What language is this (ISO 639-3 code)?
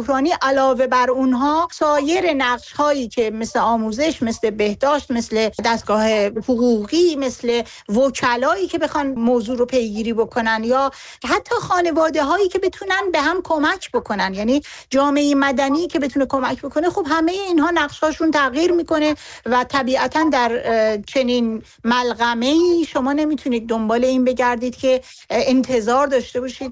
fas